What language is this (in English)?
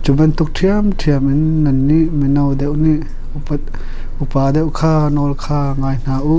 Hakha Chin